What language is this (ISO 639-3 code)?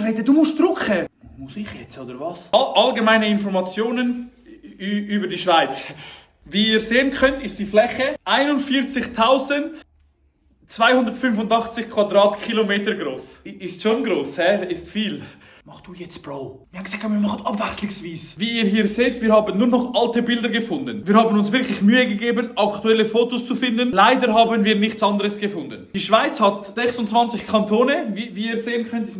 gsw